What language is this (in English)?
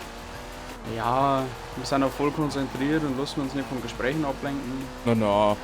Bavarian